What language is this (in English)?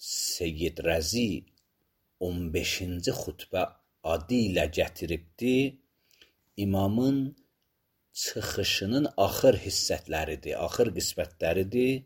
Azerbaijani